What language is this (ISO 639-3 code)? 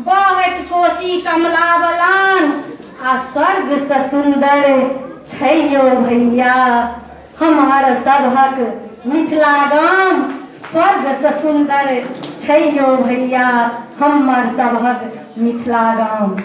mai